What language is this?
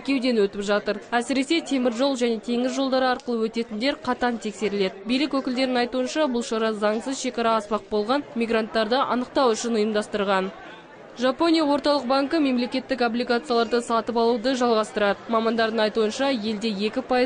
Kazakh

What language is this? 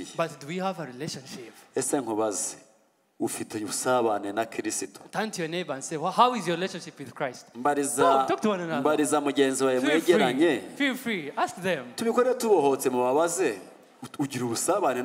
Kinyarwanda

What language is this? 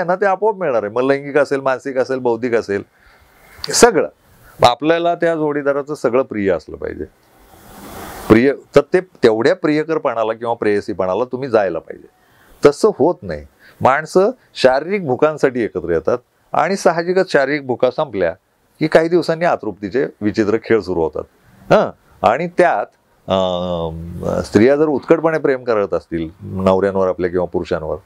Marathi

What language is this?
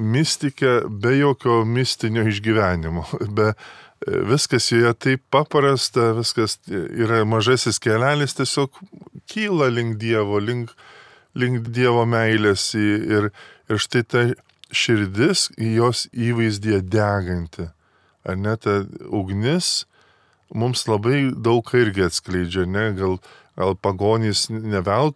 Lithuanian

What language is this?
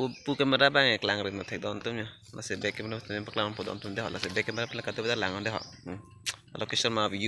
Karbi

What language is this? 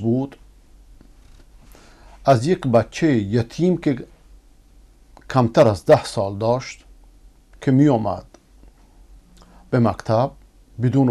Persian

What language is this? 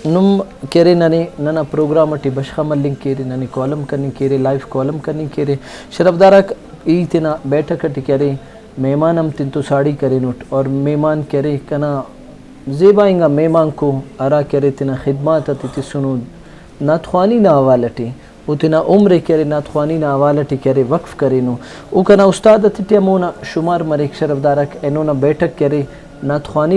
Brahui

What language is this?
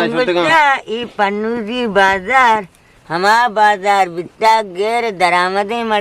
Eastern Balochi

